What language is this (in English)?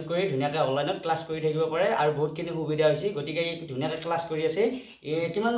Assamese